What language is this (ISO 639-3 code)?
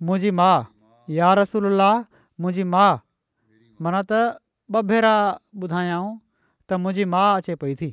snd